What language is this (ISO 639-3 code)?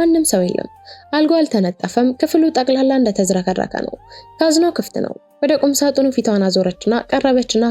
amh